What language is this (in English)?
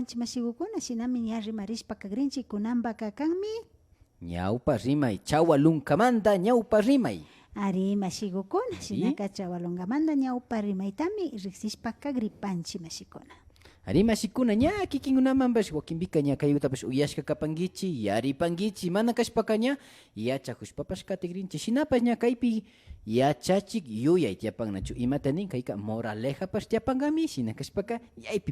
Imbabura Highland Quichua